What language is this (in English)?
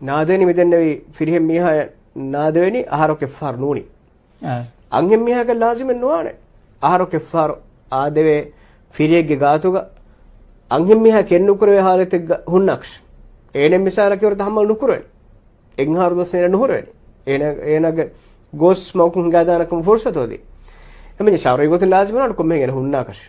Divehi